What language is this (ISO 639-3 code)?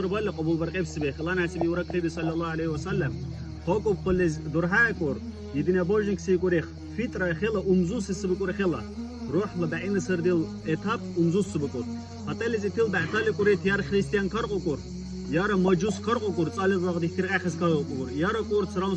dar